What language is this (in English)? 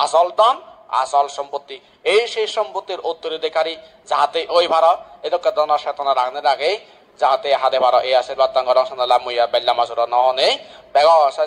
Chakma